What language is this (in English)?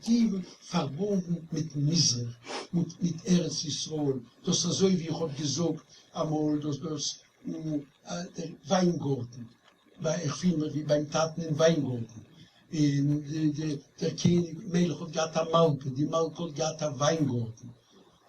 Yiddish